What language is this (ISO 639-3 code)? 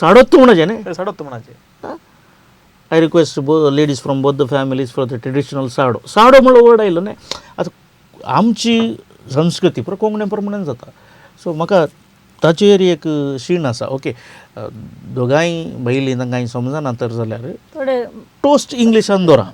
kok